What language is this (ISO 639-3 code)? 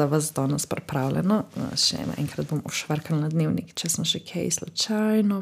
slv